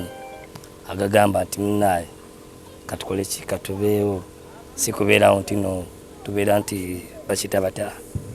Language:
Ganda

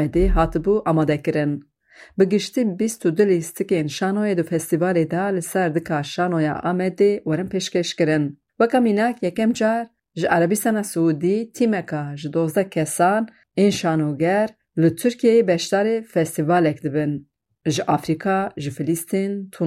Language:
Kurdish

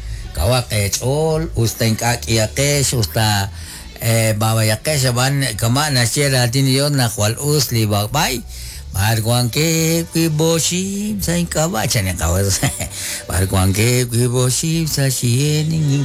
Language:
Kekchí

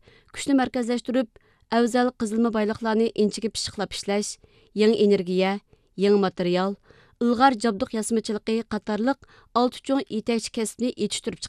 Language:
Uyghur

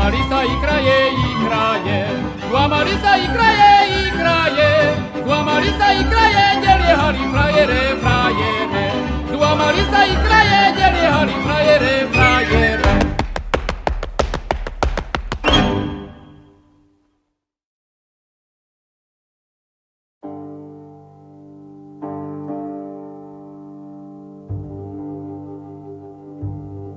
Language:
Slovak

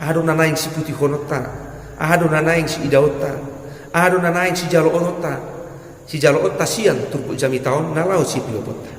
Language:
Batak Toba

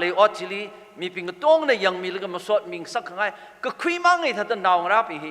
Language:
Tangkhul Naga (India)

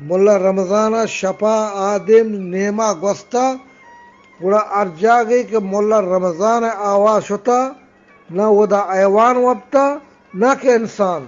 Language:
Eastern Balochi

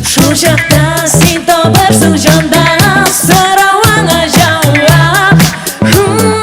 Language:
Tatar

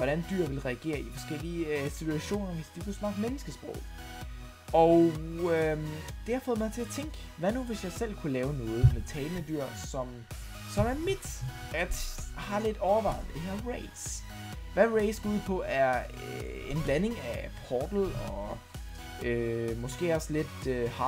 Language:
Danish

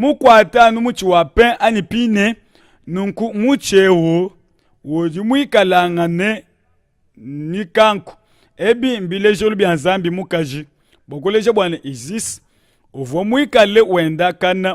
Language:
Luba-Lulua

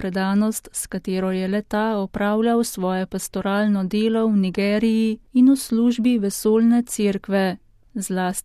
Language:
Slovenian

